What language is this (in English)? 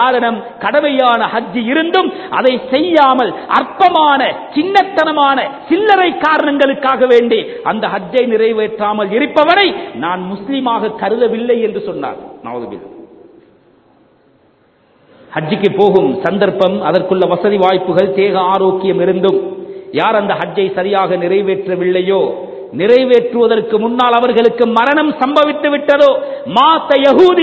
Tamil